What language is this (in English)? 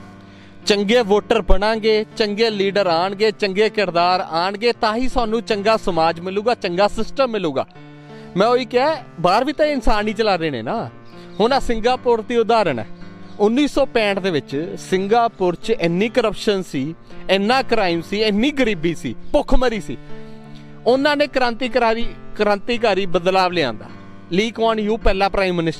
Punjabi